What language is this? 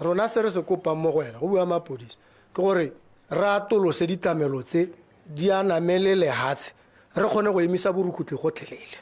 Tswana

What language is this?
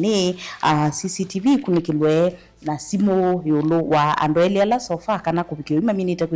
Kamba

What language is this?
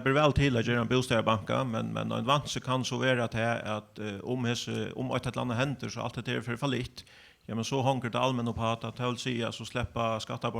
Faroese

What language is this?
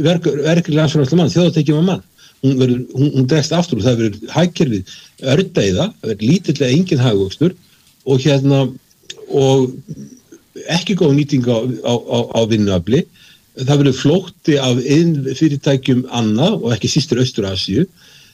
Icelandic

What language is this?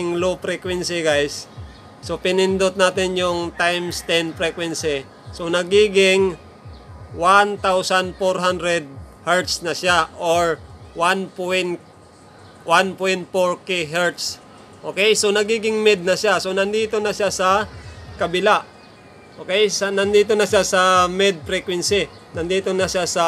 Filipino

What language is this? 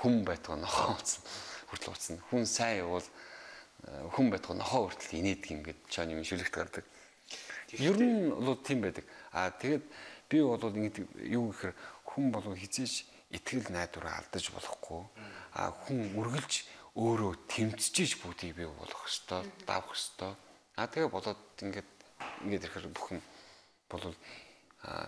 Mongolian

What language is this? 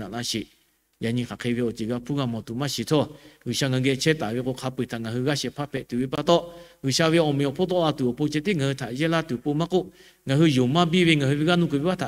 Lahu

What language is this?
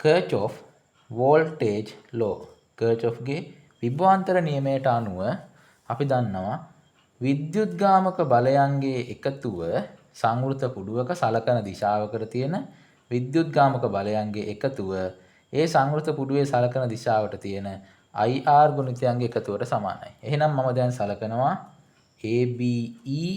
Sinhala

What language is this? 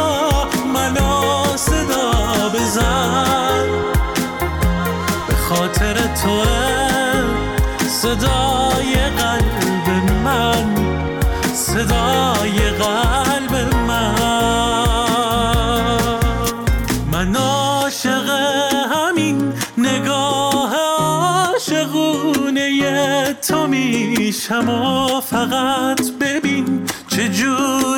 Persian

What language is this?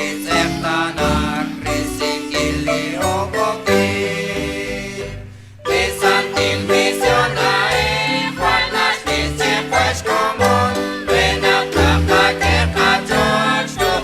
Kekchí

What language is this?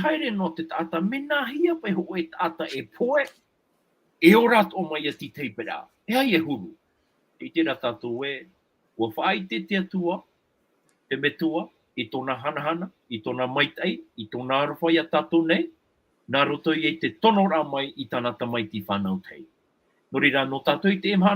Tahitian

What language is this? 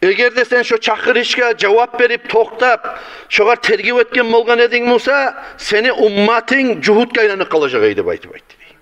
Kumyk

